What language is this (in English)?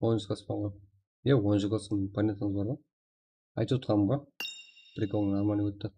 Kara-Kalpak